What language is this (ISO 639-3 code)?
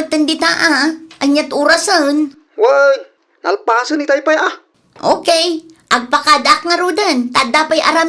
ilo